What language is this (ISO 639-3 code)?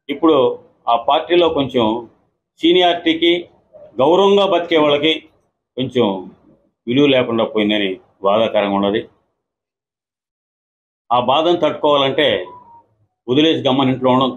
tel